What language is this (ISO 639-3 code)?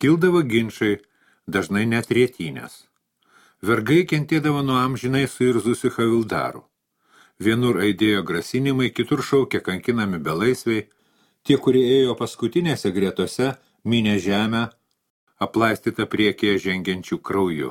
lit